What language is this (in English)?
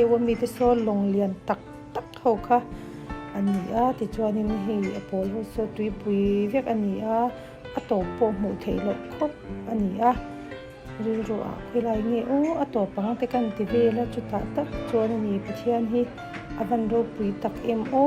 Mizo